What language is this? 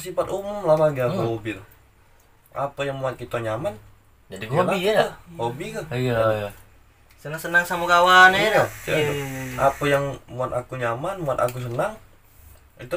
Musi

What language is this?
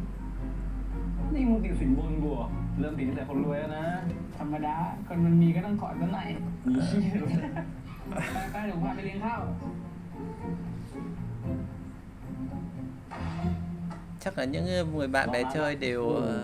Thai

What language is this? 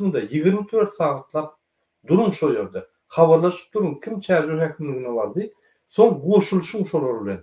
Turkmen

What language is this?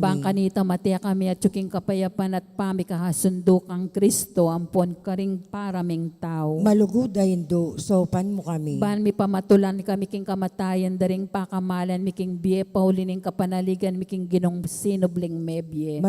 Pampanga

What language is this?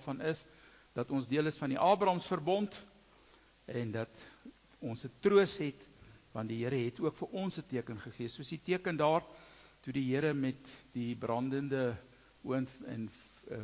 Afrikaans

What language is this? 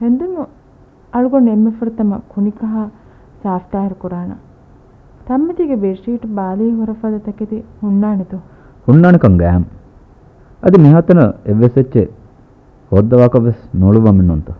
Divehi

